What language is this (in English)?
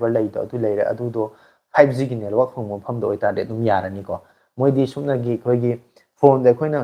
Manipuri